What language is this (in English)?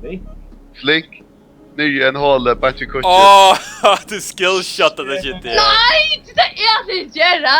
Faroese